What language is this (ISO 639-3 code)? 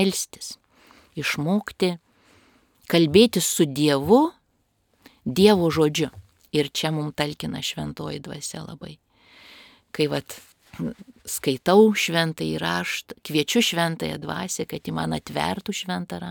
lit